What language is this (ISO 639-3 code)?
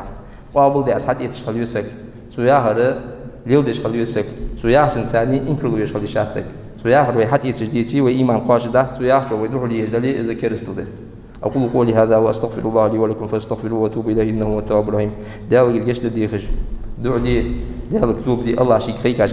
inh